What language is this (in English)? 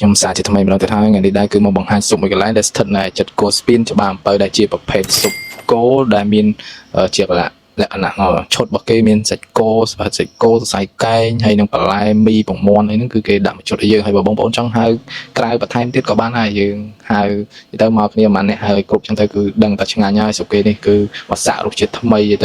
Khmer